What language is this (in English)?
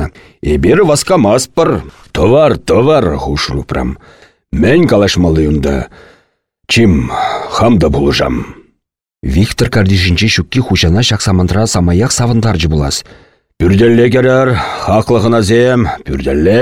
Chuvash